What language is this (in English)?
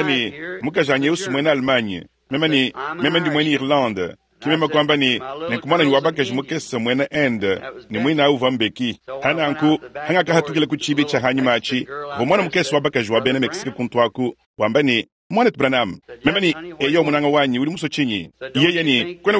Luba-Lulua